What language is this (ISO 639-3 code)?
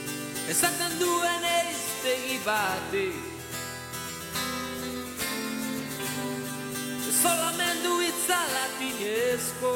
eus